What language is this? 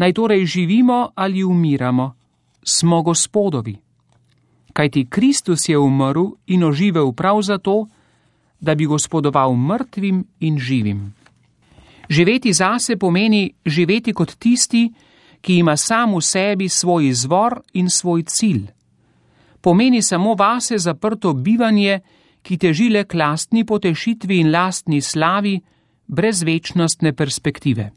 Slovenian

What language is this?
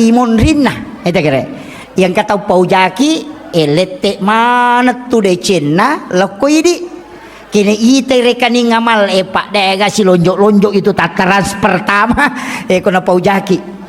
Buginese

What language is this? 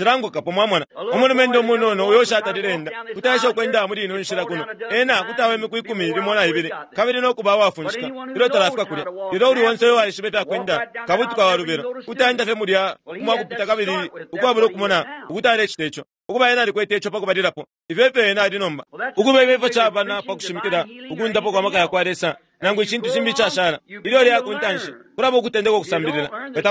Bemba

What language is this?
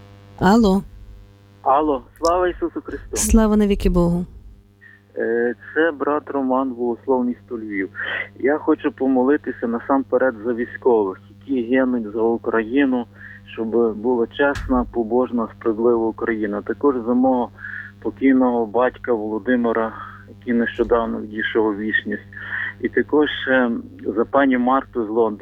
Ukrainian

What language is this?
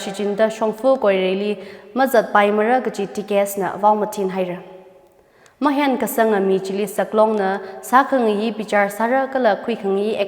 Tangkhul Naga (India)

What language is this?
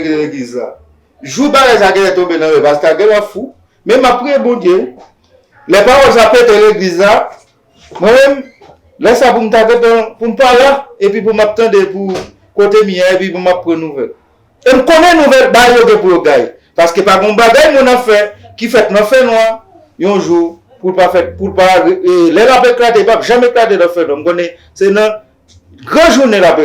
Haitian Creole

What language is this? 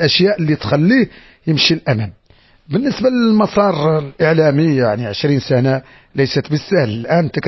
Moroccan Arabic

